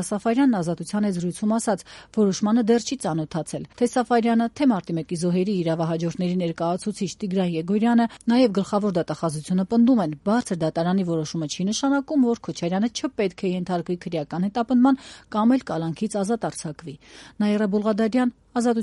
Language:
Armenian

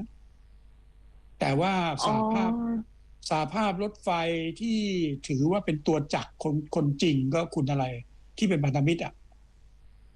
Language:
Thai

